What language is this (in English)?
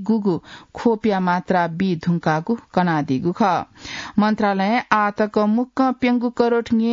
Newari